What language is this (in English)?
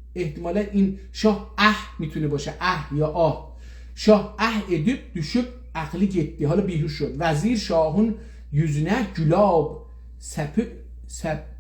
South Azerbaijani